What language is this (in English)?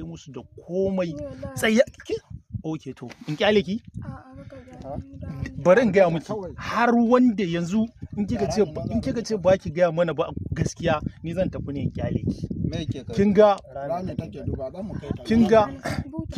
Hausa